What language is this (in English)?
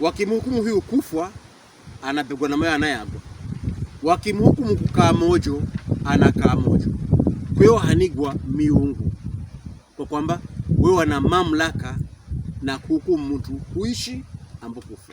Pokomo